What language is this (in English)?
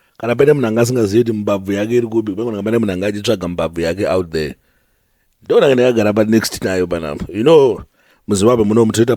Shona